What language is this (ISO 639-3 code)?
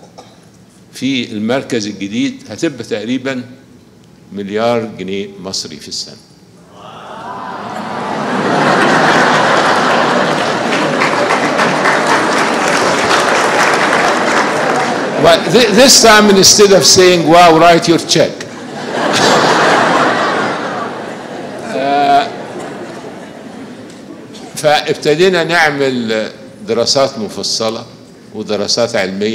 arz